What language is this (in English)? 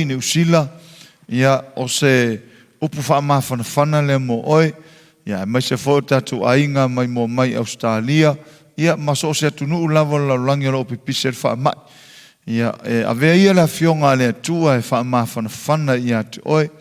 Samoan